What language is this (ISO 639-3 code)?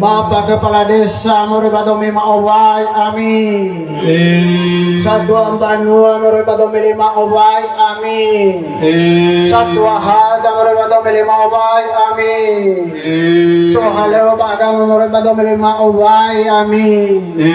nia